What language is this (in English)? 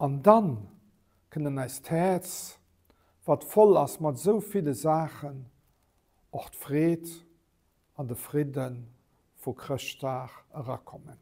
Luxembourgish